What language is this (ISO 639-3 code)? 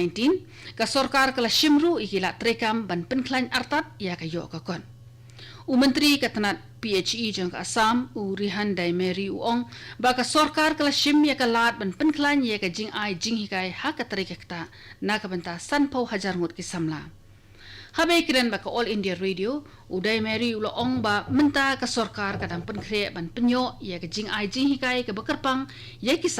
kha